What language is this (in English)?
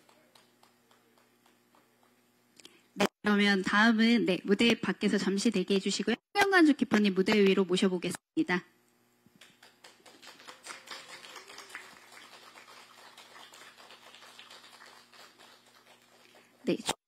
Korean